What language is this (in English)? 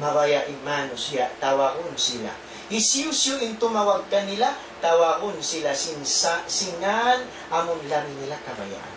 Tausug